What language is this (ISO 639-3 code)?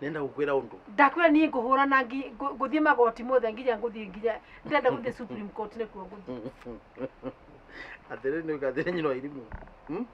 kik